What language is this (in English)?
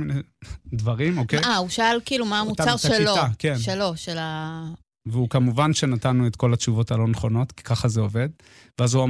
Hebrew